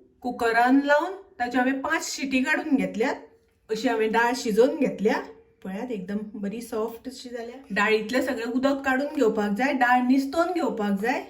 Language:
Konkani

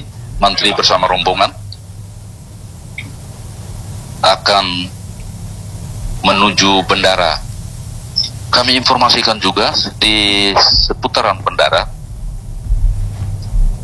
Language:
Indonesian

